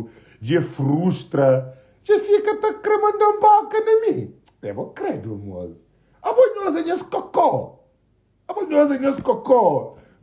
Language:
Kabuverdianu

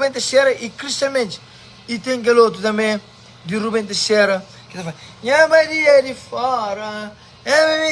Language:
Kabuverdianu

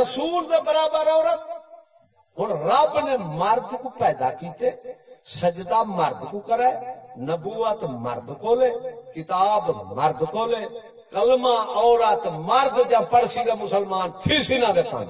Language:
Saraiki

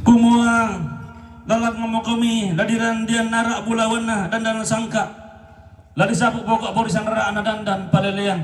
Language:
Toraja-Sa'dan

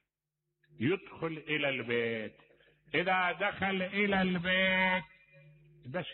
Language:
Mesopotamian Arabic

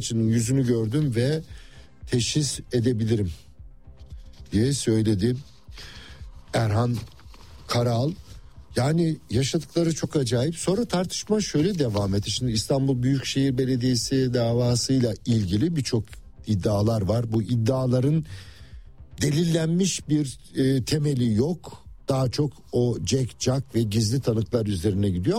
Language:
Turkish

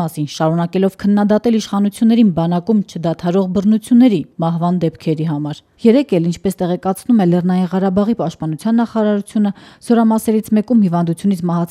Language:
Armenian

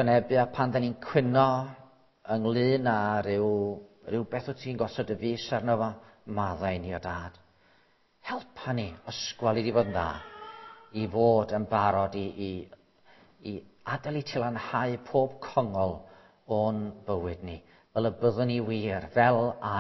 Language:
Welsh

